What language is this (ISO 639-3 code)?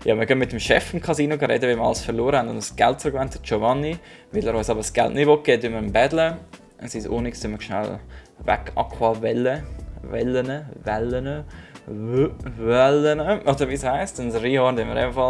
gsw